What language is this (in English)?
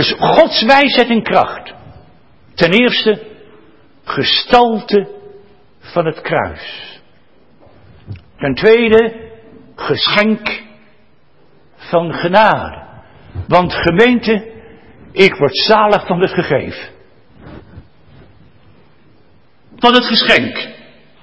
Dutch